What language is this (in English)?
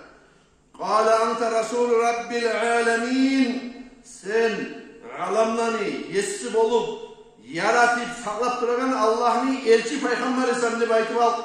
Kumyk